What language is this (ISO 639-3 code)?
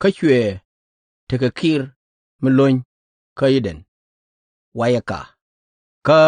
nus